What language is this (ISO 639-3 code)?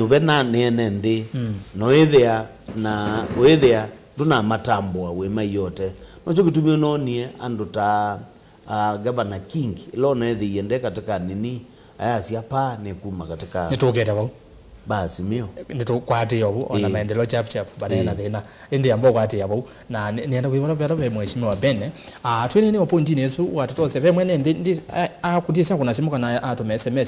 kam